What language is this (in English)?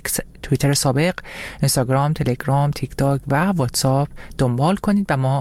Persian